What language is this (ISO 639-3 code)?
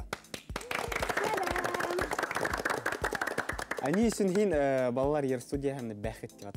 bak